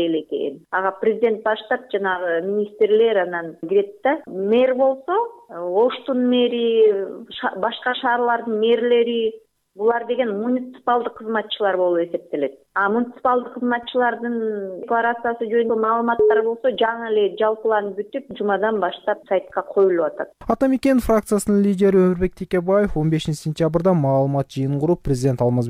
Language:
Kyrgyz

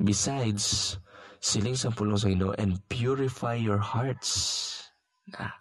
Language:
Hiligaynon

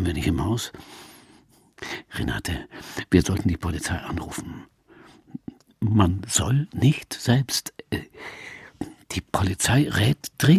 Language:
German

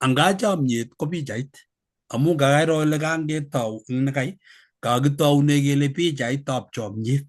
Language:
Kalenjin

